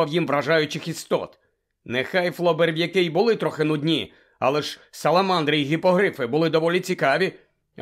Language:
Ukrainian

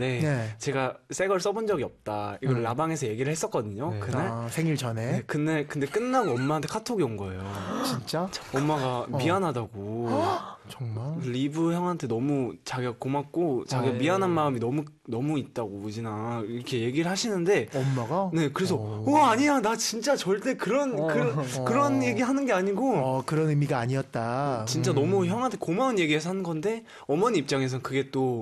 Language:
Korean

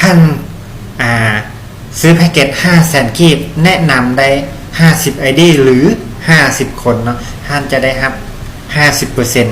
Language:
Lao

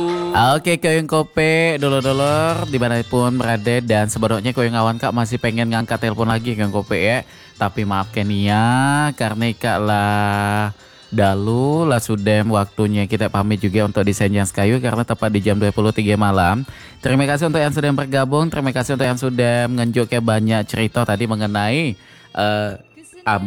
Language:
Indonesian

